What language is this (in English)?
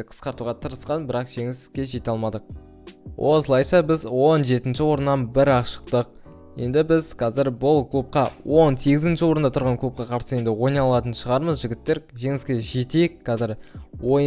Kazakh